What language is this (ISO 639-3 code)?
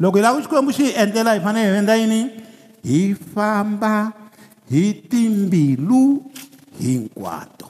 tso